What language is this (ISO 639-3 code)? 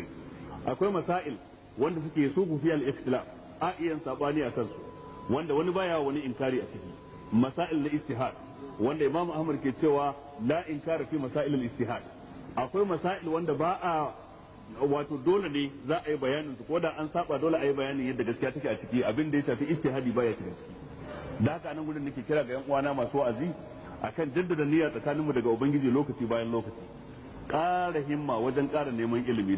hau